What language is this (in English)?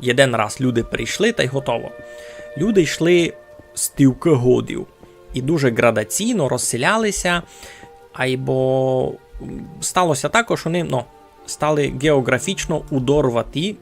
Rusyn